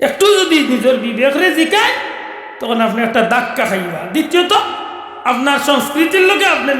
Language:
Sylheti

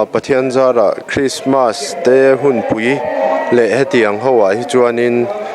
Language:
Mizo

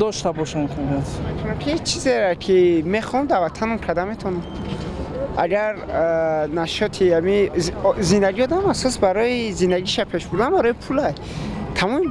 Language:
Tajik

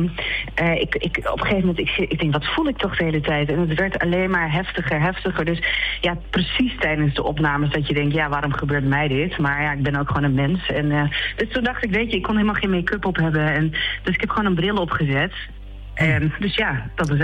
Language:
Dutch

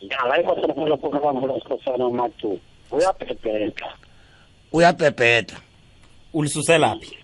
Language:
South Ndebele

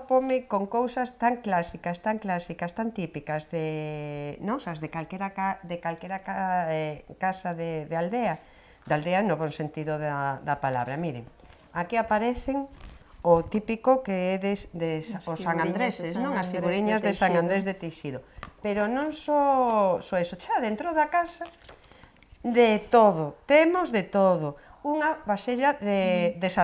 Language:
Galician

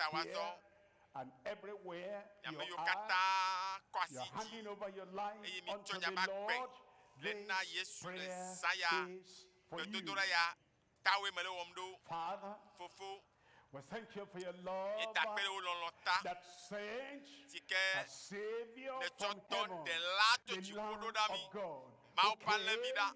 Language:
Ewe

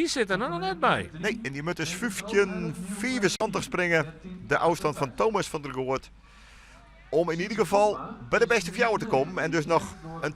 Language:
Western Frisian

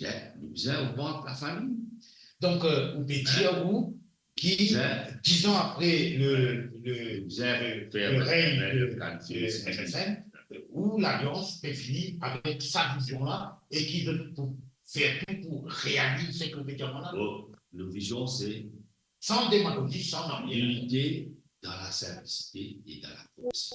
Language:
Morisyen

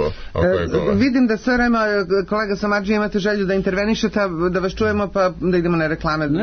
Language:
Serbian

